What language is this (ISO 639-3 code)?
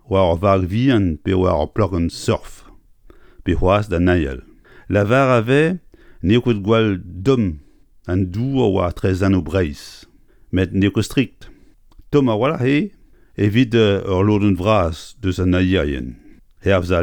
bre